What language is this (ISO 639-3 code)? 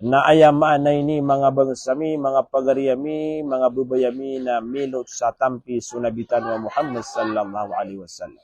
mrw